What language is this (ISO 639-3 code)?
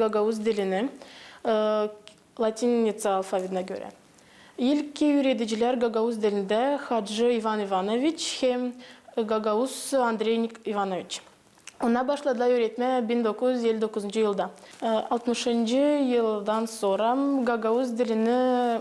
gag